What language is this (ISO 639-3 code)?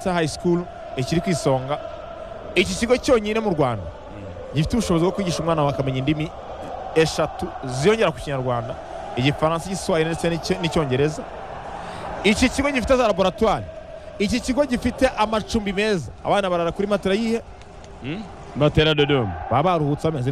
kin